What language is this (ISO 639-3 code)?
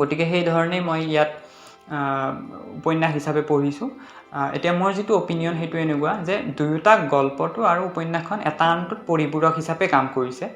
asm